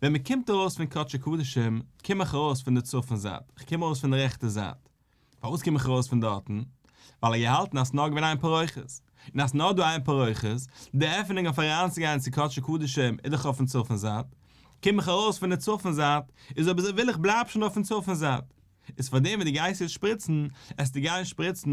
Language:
Yiddish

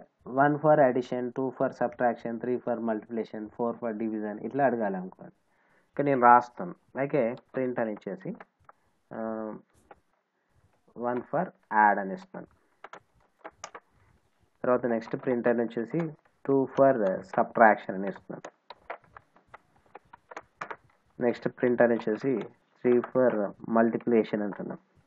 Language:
Telugu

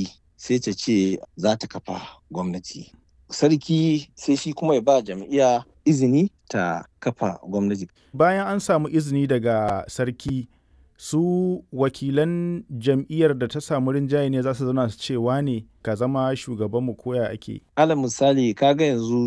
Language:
Hausa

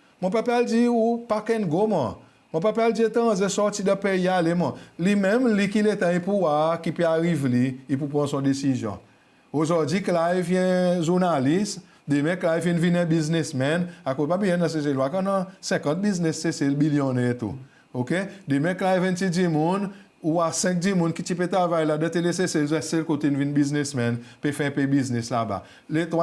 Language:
Seselwa Creole French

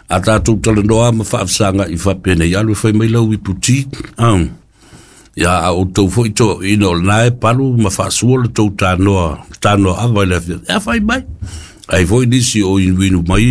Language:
Samoan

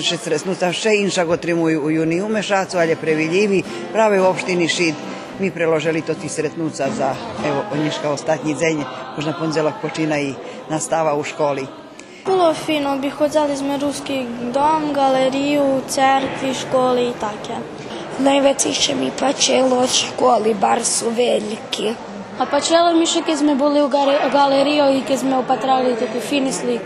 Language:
Rusyn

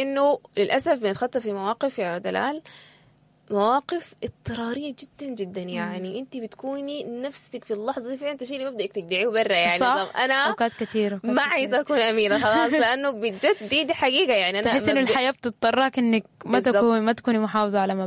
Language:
Sudanese Arabic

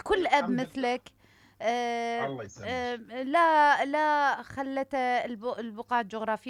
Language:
Mesopotamian Arabic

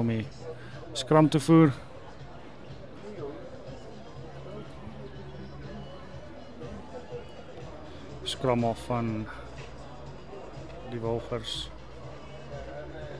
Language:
Afrikaans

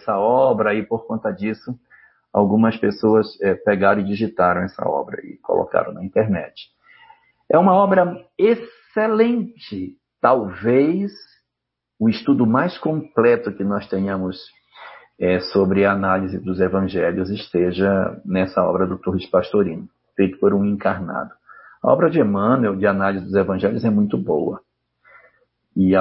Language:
Portuguese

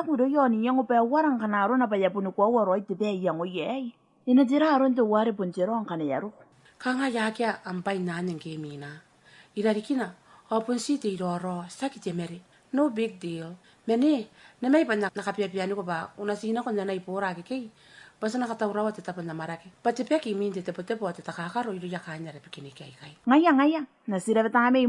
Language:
Gilbertese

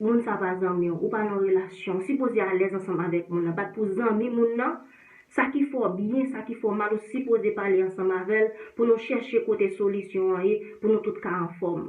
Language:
Haitian Creole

